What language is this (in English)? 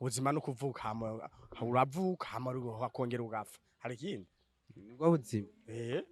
Rundi